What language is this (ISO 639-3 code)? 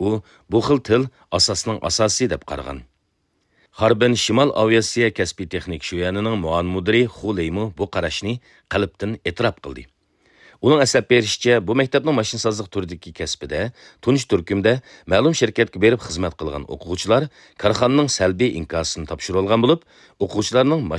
uig